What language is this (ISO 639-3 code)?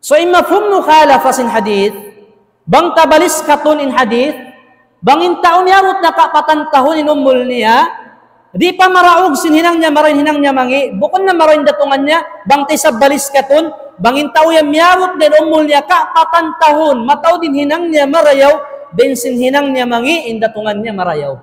tsg